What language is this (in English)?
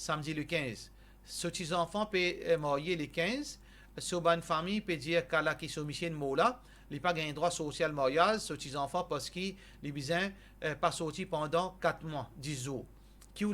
Morisyen